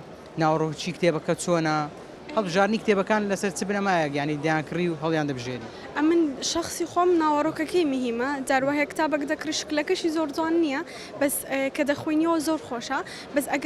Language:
Central Kurdish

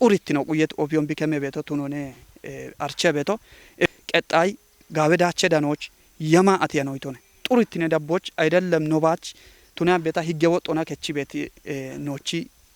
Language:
Kafa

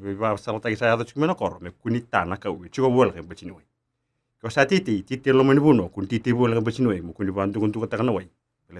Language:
Fijian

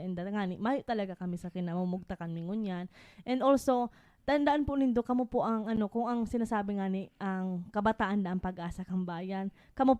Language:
Bikol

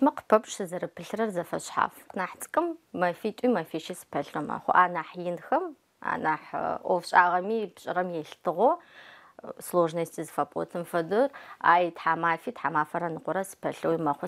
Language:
Adyghe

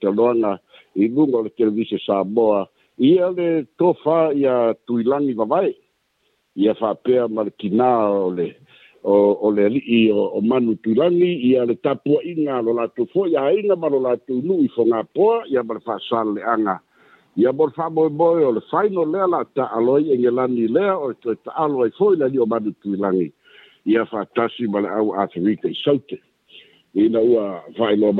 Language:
Samoan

